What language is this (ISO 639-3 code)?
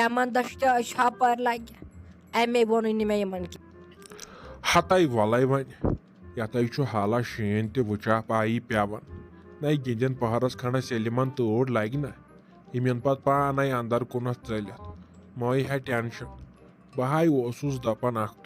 kas